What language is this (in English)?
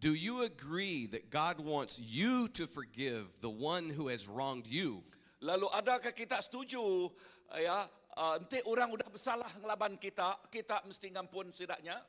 Iban